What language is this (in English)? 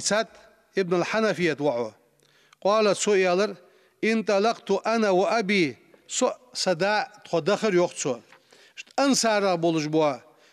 Ingush